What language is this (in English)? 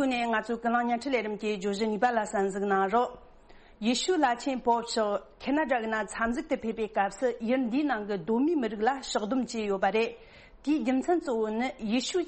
Tibetan